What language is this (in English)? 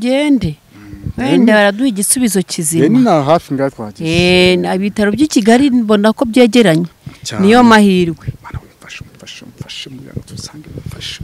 Kinyarwanda